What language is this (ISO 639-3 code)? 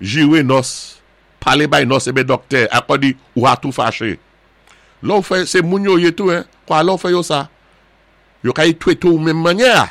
acf